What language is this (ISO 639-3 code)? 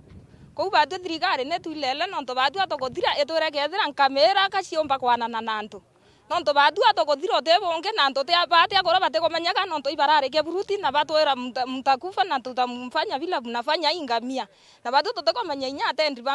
mer